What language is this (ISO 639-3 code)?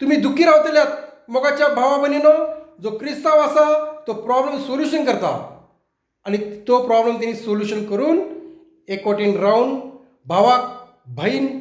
kok